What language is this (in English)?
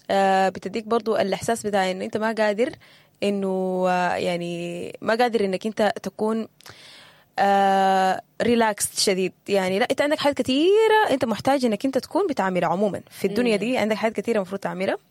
Sudanese Arabic